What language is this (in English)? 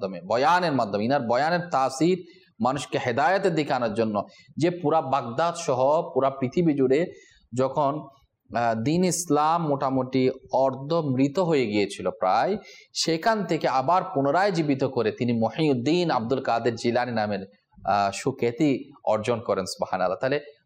Bangla